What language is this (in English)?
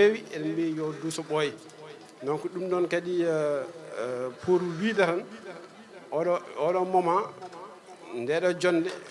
Fula